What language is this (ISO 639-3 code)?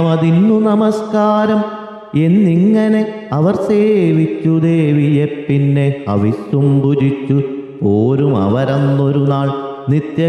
mal